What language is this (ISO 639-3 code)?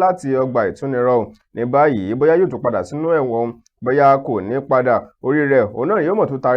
yor